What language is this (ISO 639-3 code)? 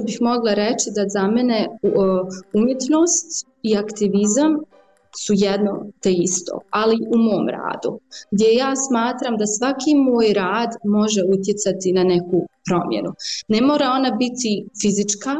hrv